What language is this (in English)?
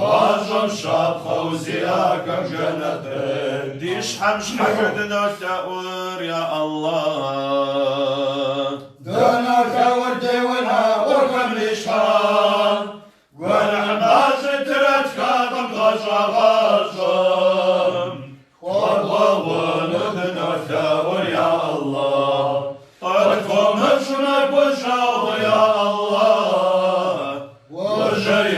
Kabardian